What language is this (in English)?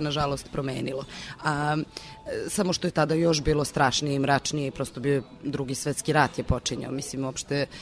Serbian